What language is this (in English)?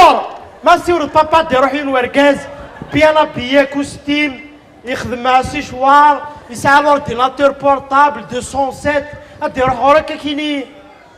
Kabyle